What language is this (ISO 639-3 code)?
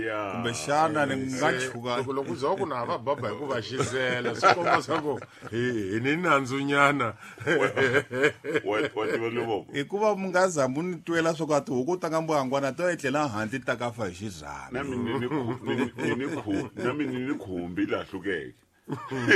tso